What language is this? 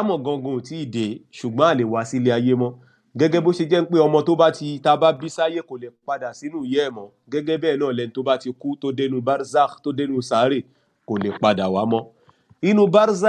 Yoruba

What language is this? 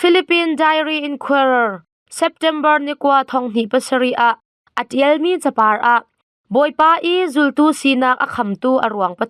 Hakha Chin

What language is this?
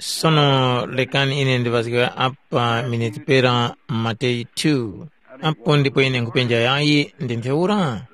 Tumbuka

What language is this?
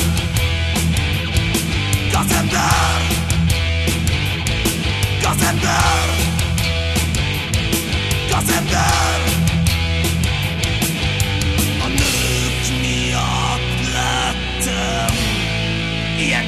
Hungarian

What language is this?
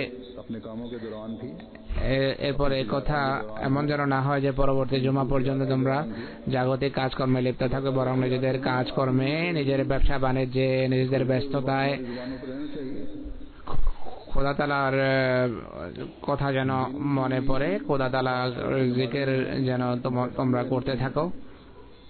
Bangla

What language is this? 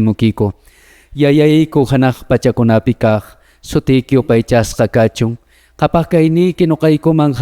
Quechua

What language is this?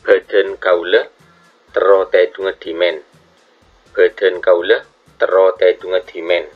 Madurese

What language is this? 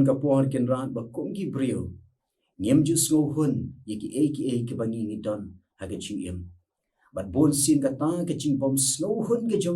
Khasi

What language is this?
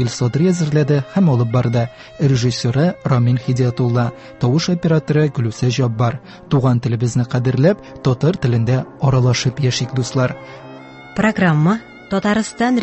Tatar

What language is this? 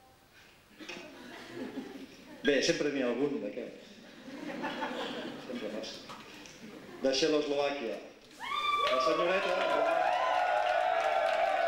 Catalan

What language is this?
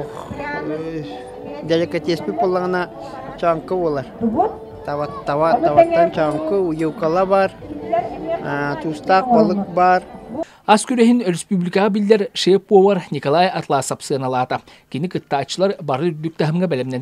Yakut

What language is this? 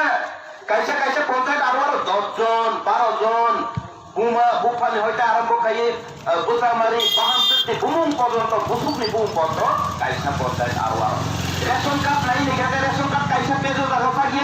Kok Borok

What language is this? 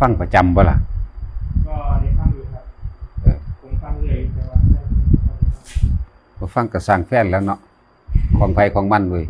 Northeastern Thai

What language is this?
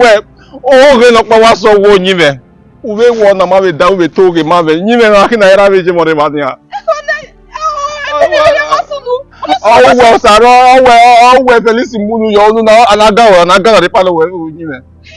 Bini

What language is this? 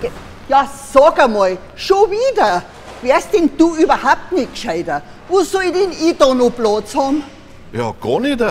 Bavarian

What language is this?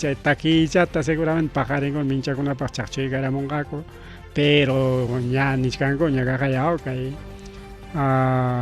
Ayacucho Quechua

